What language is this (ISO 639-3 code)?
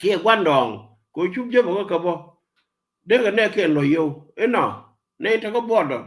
nus